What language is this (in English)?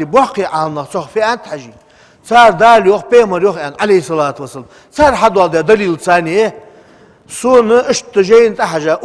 Ingush